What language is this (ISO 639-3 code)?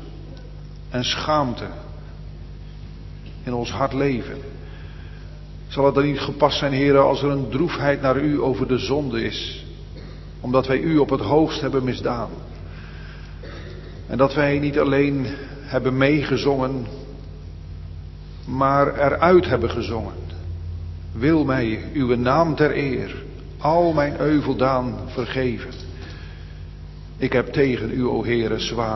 nld